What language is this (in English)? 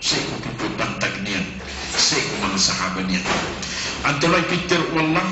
Maranao